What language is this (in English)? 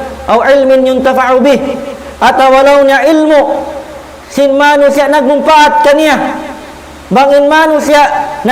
Tausug